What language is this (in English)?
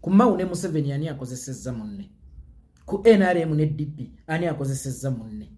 Ganda